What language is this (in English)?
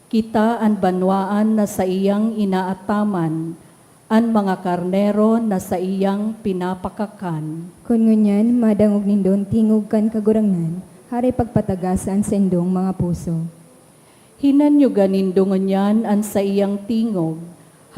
Bikol